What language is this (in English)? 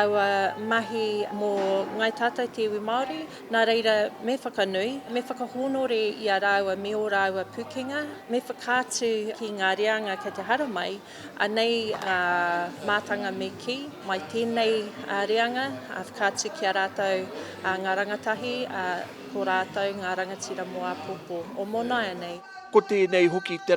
Māori